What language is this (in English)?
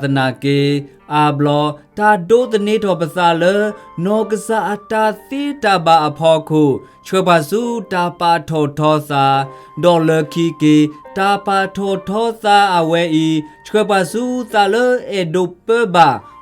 S'gaw Karen